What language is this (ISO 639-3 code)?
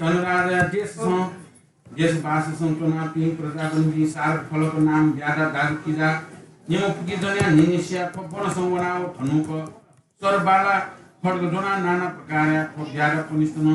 new